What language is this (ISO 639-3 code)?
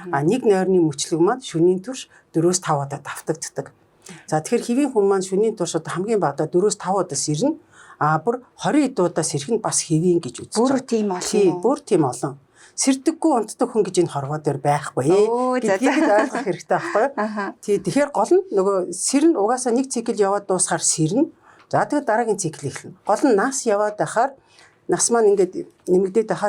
mon